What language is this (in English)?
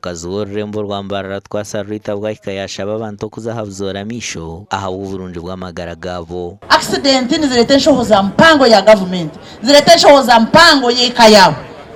Nyankole